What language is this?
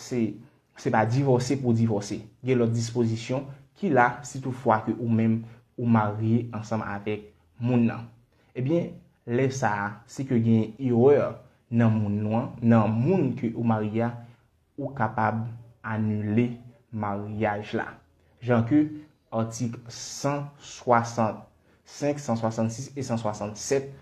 Haitian Creole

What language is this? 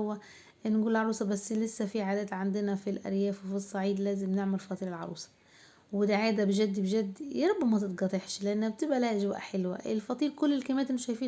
Egyptian Arabic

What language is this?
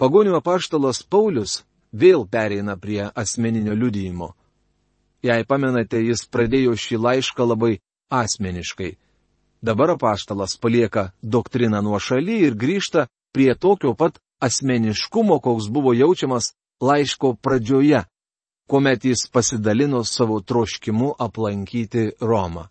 Lithuanian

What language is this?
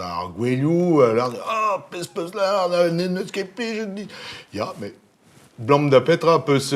Breton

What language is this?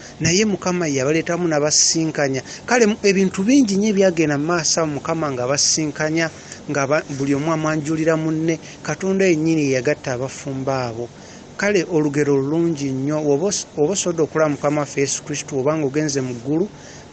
Ganda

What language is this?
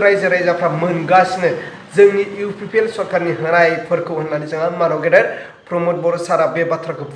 Bodo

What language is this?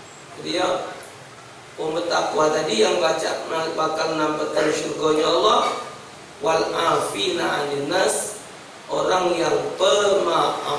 Musi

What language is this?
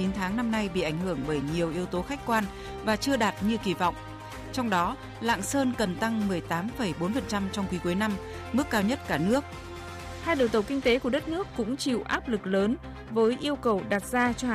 Vietnamese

